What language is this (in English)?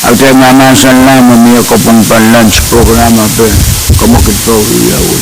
Pohnpeian